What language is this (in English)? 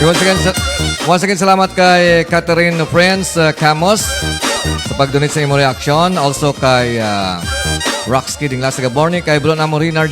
Hiligaynon